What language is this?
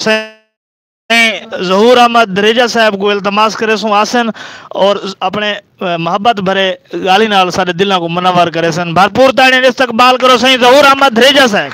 Saraiki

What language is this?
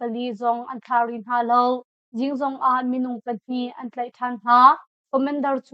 Hakha Chin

